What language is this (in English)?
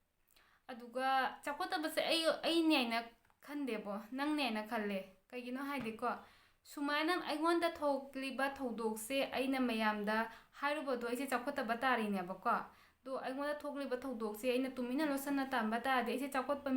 Manipuri